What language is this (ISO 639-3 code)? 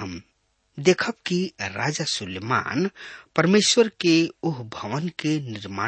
bho